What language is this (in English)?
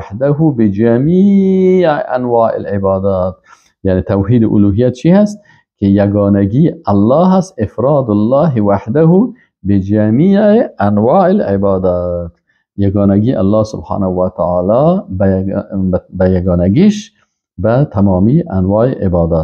Persian